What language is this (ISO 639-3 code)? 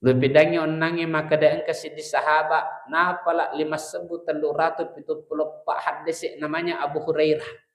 bug